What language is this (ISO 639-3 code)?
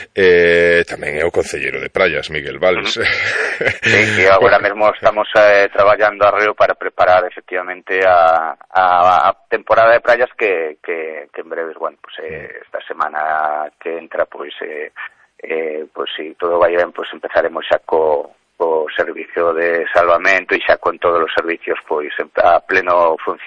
glg